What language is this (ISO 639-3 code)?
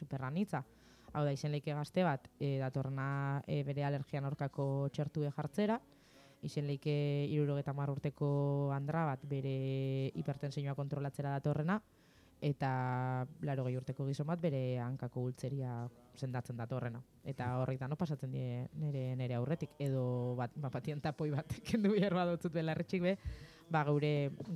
eus